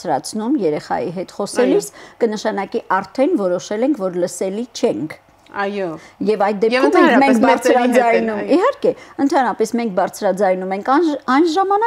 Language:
Armenian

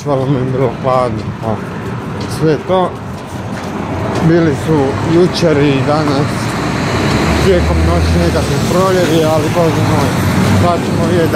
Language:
Croatian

